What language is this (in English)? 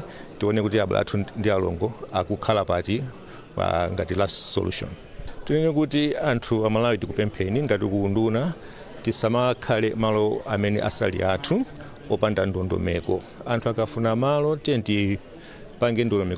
Nyanja